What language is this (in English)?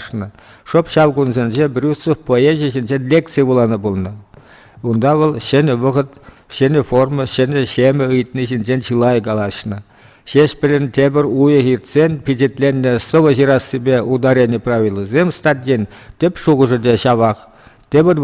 Chuvash